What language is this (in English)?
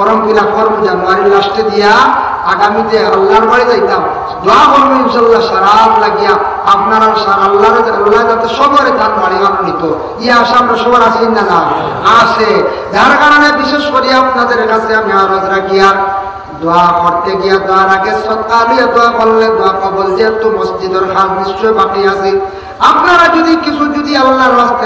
Sylheti